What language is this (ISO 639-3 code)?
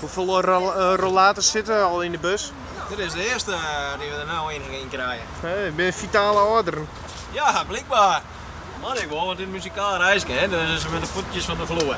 fry